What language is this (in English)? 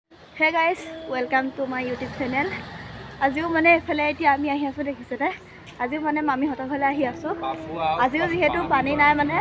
Assamese